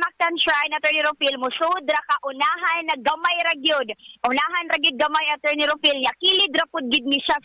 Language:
Cebuano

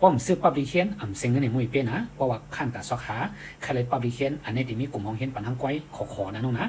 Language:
Shan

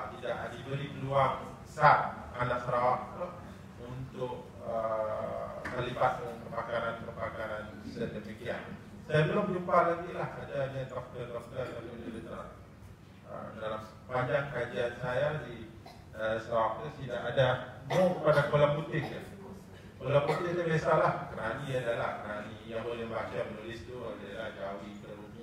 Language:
Malay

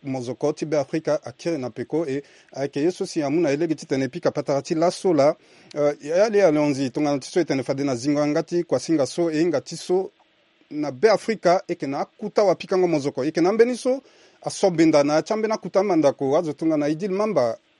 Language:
Sango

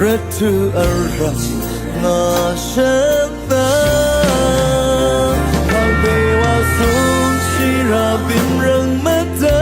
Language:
Rawang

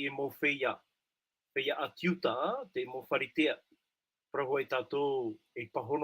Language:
Tahitian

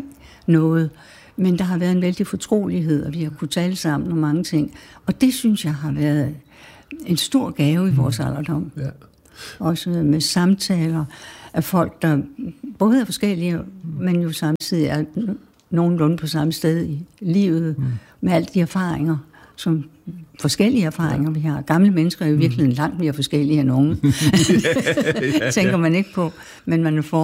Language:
Danish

